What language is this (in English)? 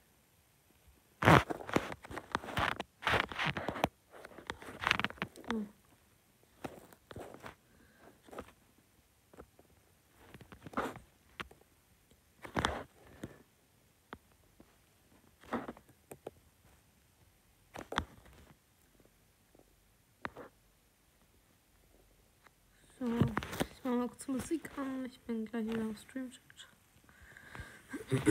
German